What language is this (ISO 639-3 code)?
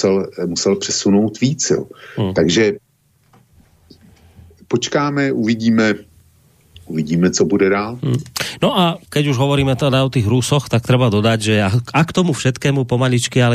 slk